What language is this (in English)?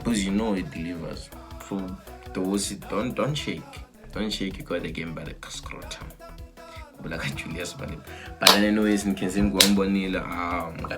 Tsonga